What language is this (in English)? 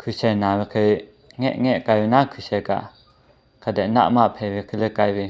Lahu